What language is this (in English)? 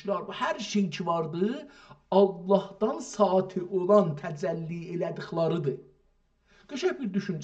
South Azerbaijani